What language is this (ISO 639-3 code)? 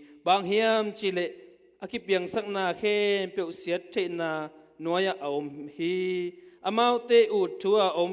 ctd